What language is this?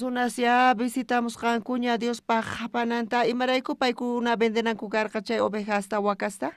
South Bolivian Quechua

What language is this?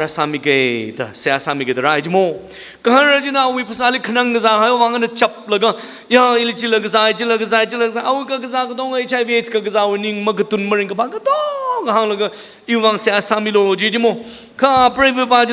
Tangkhul Naga (India)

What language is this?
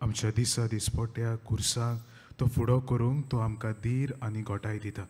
Konkani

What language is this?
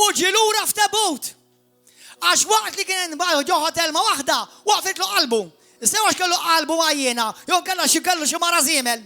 Maltese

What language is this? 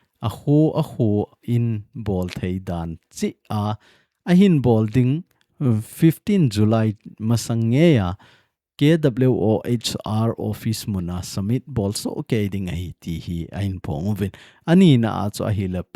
Thado Chin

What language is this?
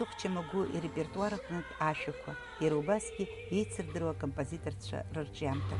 Abkhazian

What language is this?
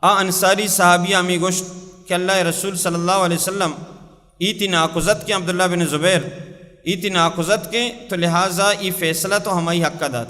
Baluchi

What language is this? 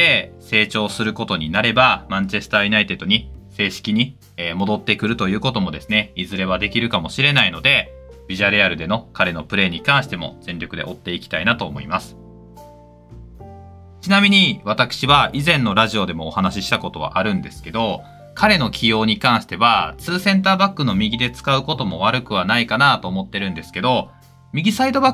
Japanese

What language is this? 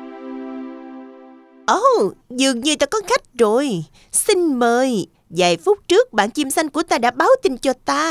Vietnamese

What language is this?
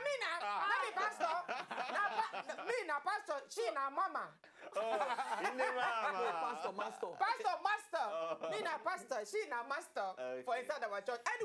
Nigerian Pidgin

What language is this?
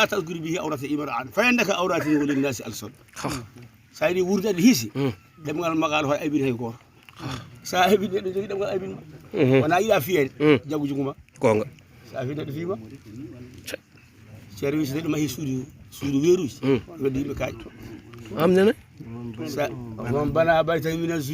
Fula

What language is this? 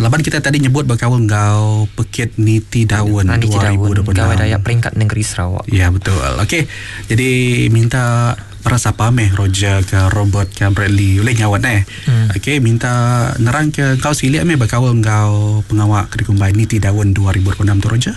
Iban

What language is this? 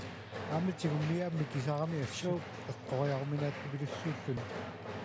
Kalaallisut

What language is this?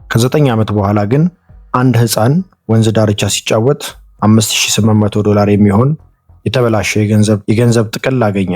Amharic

